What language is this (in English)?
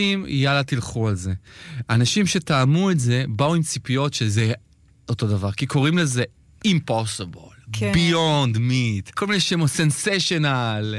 Hebrew